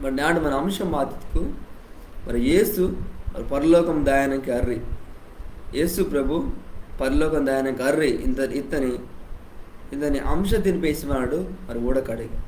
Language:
Koya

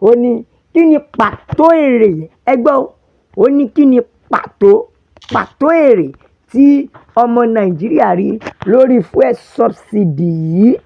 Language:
Yoruba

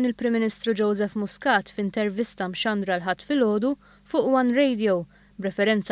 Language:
Maltese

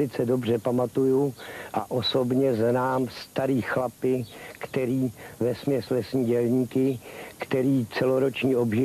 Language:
Czech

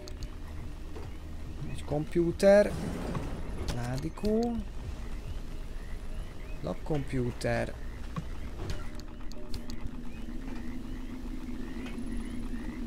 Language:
Hungarian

